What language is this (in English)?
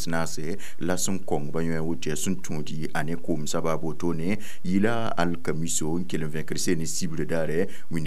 Mossi